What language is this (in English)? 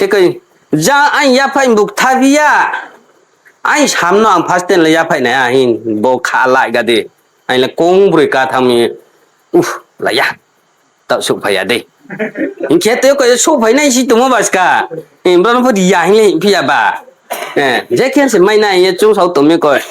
Riang (India)